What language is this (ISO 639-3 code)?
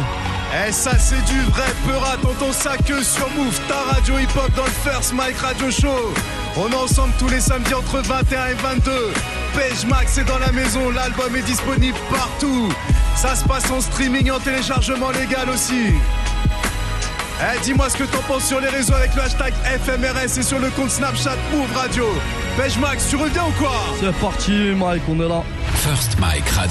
fra